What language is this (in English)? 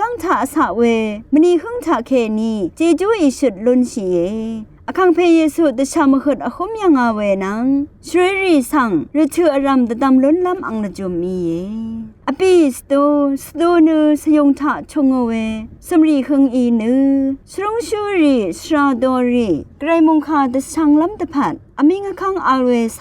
Rawang